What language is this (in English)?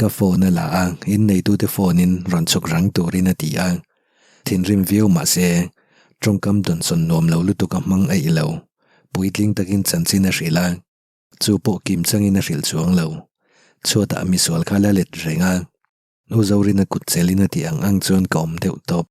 Mizo